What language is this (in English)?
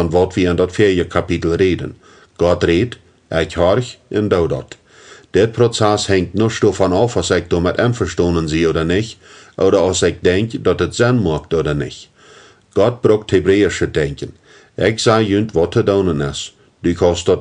Plautdietsch